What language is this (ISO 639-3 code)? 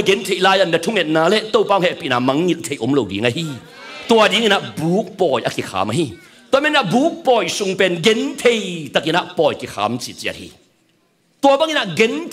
ctd